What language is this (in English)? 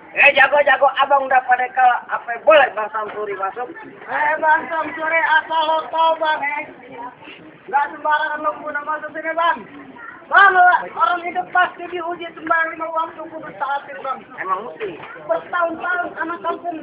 Betawi